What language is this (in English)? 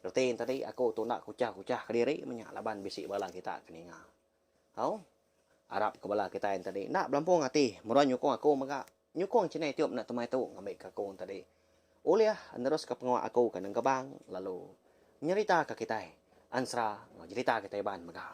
Iban